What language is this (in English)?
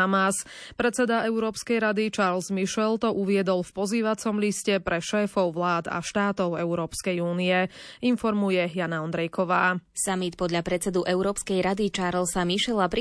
Slovak